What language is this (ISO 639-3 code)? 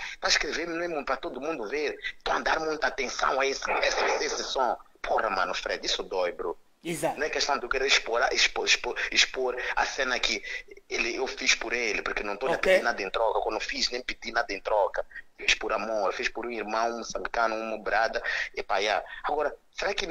por